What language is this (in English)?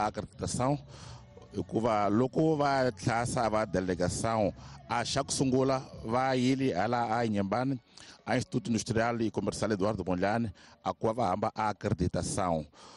Tsonga